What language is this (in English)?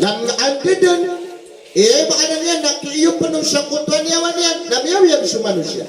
Maranao